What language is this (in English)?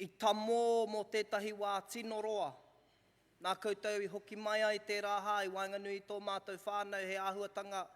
Māori